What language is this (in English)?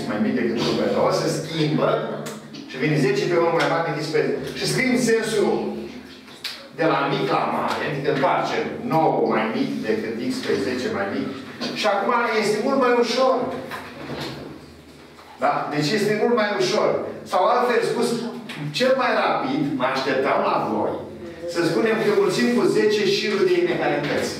Romanian